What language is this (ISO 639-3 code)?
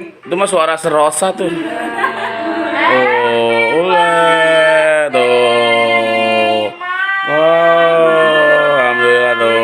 bew